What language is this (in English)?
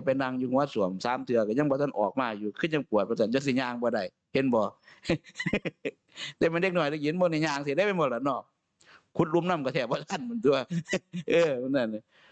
Northeastern Thai